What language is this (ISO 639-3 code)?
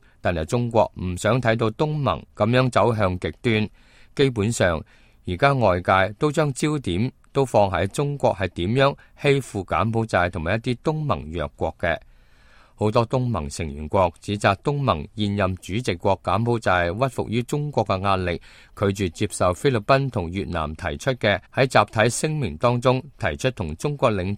yue